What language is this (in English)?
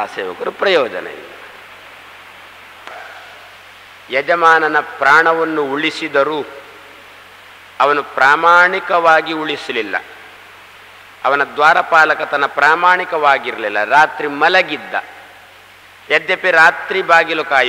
Kannada